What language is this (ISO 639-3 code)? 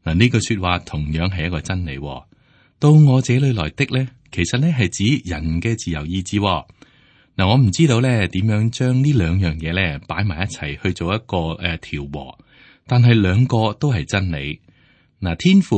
yue